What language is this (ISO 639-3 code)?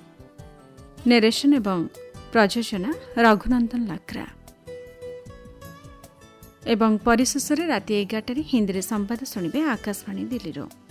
ori